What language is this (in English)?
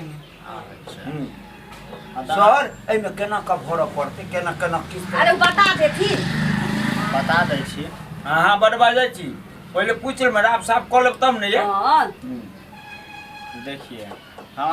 Maithili